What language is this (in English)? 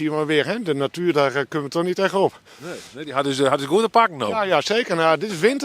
Western Frisian